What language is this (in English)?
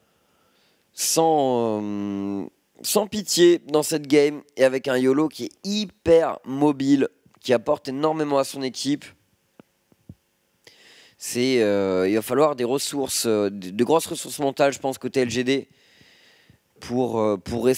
French